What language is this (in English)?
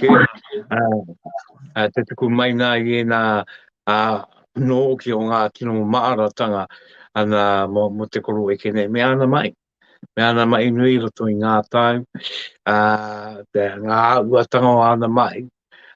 Māori